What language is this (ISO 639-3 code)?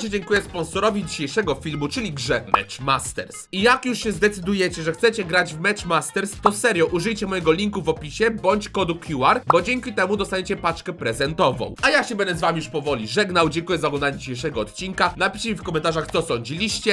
pol